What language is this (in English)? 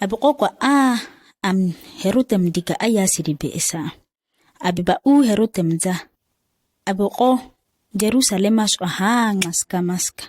ǁGana